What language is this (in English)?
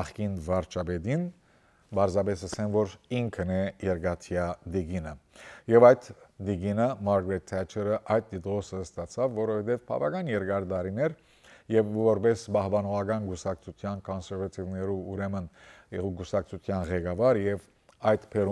Western Armenian